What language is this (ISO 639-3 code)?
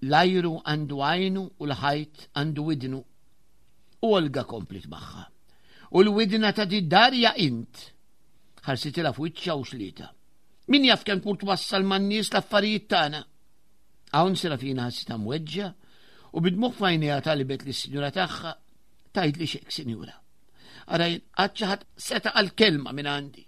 mlt